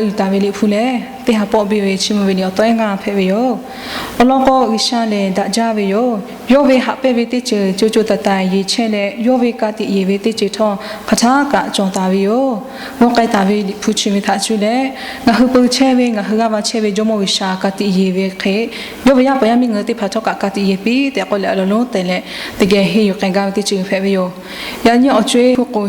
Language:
Lahu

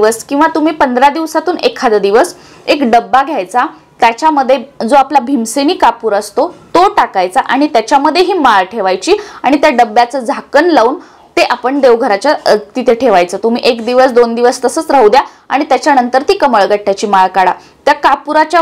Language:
Marathi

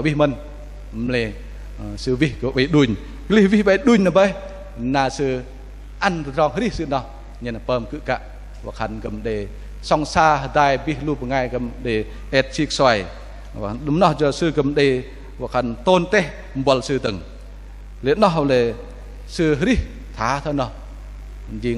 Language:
Bahnar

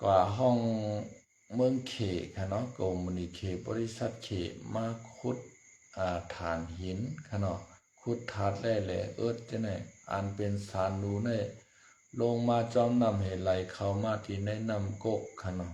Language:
Shan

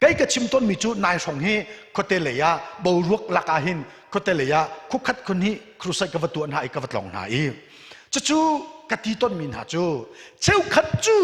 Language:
Hakha Chin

